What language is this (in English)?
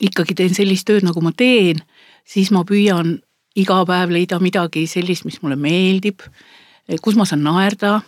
Estonian